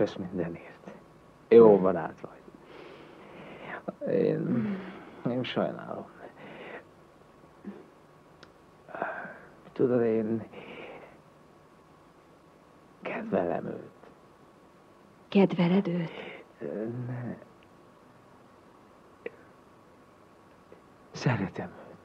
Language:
Hungarian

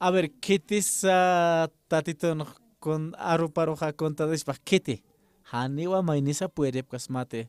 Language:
Aymara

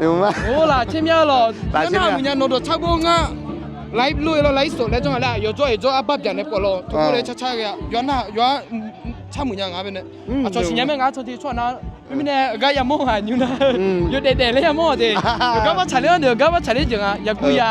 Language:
Akha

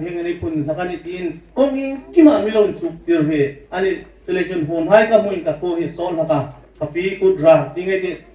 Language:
Hmar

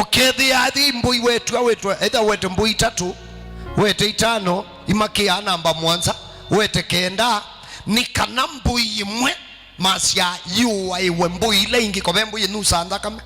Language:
Kamba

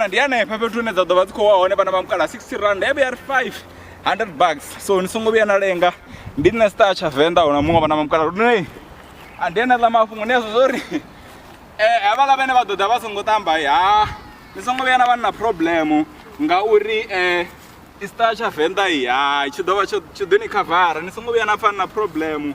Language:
Venda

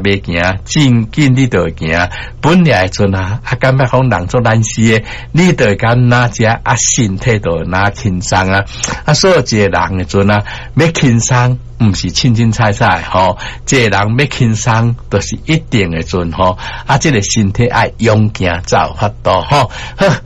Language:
Min Nan Chinese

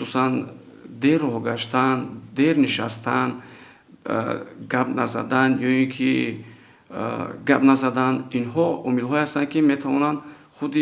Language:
Tajik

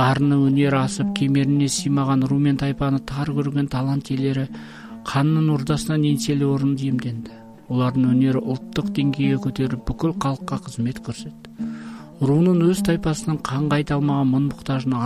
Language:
Kazakh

